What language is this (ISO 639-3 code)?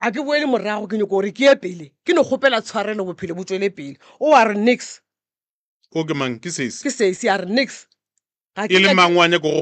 nso